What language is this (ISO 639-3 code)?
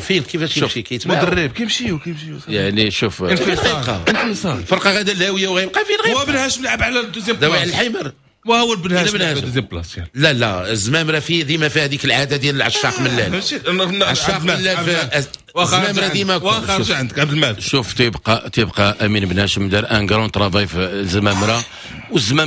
ary